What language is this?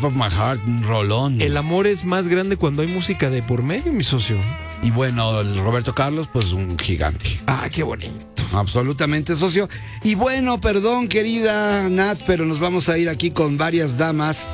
Spanish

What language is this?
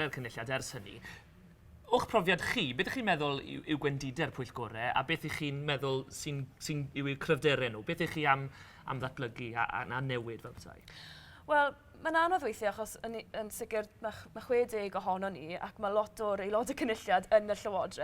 Welsh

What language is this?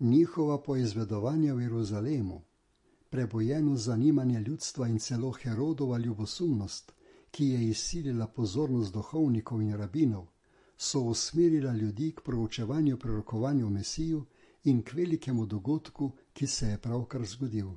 Slovenian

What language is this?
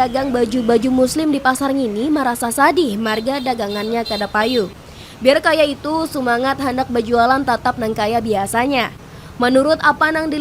Banjar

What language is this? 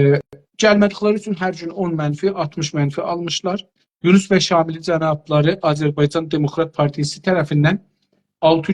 South Azerbaijani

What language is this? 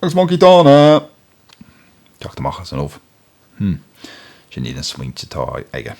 Irish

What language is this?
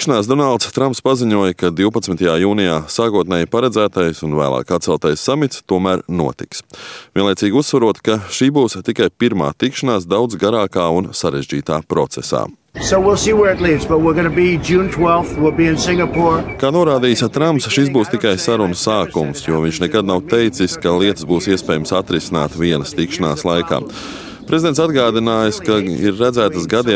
Latvian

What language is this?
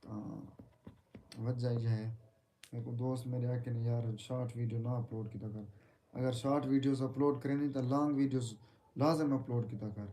Saraiki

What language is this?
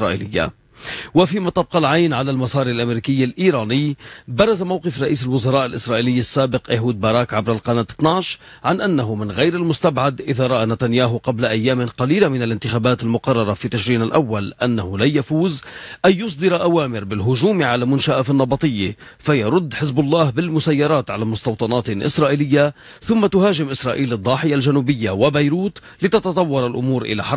Arabic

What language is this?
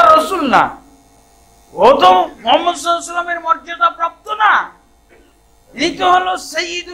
Bangla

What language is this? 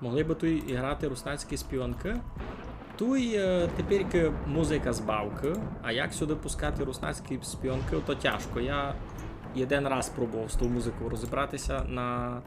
Rusyn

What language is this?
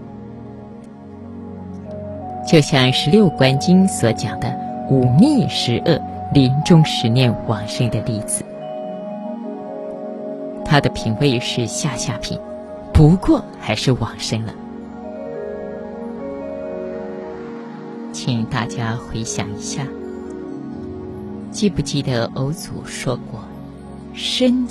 Chinese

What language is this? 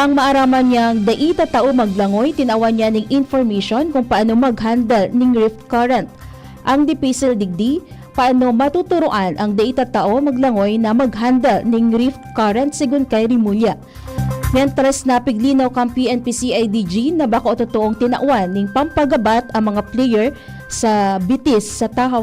Bikol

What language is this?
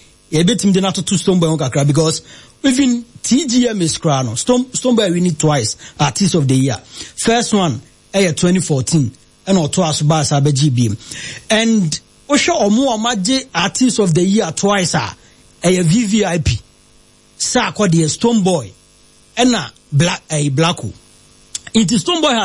Akan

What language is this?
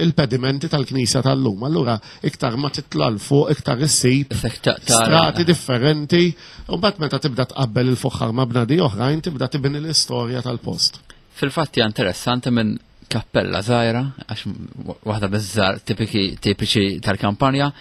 Maltese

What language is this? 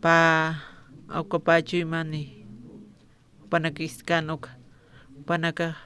Aymara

